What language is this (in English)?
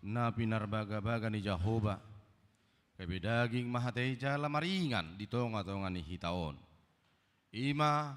Batak Toba